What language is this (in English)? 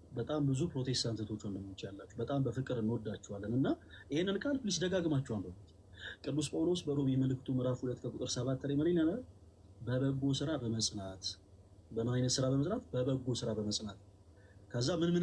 Amharic